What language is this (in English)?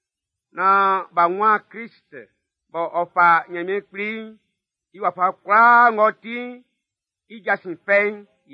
Baoulé